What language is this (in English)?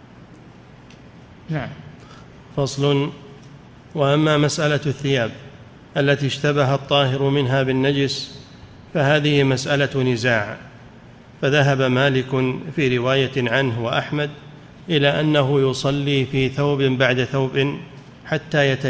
Arabic